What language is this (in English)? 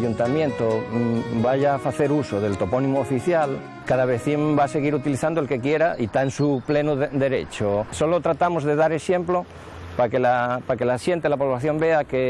Asturian